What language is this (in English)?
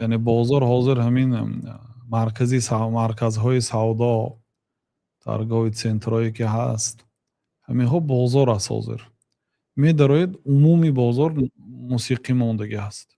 Tajik